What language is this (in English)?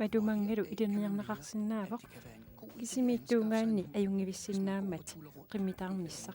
Kalaallisut